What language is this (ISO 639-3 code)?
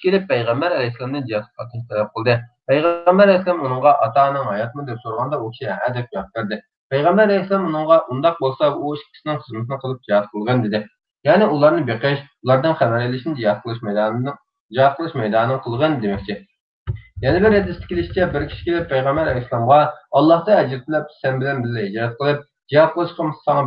uig